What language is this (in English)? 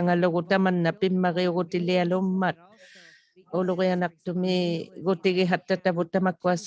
Inuktitut